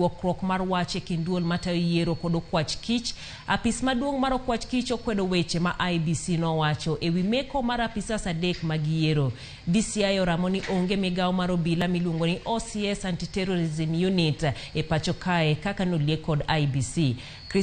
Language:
Luo (Kenya and Tanzania)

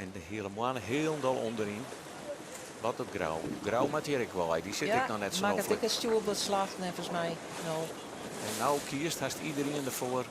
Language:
Western Frisian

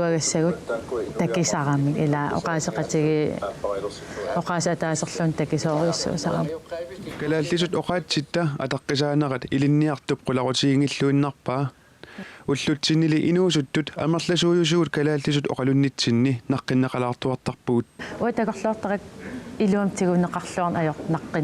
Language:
Kalaallisut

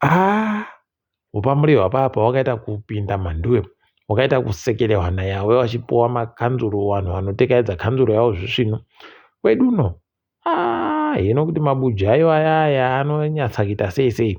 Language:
Ndau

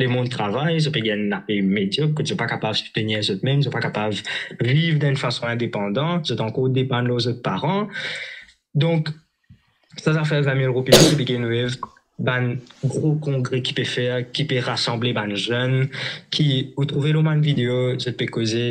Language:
Morisyen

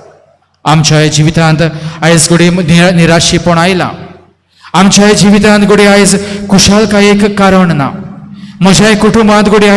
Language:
Konkani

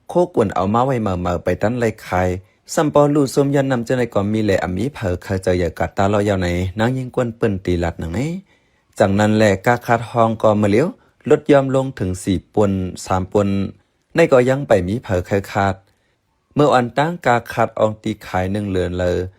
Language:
Shan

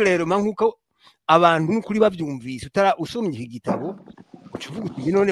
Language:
Rundi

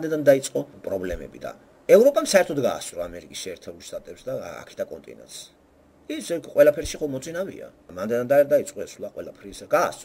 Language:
Georgian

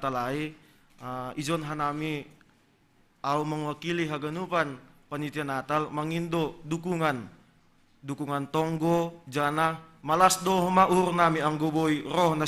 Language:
Batak Simalungun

